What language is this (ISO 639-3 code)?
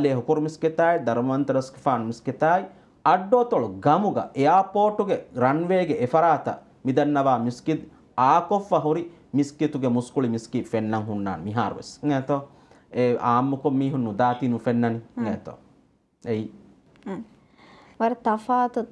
div